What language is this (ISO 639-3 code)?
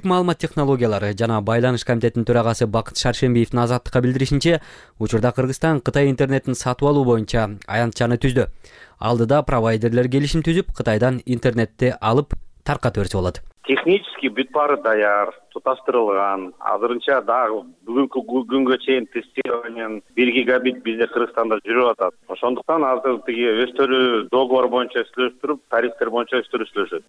kir